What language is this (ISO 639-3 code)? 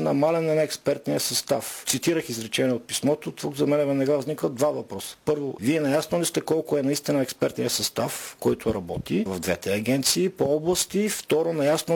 bul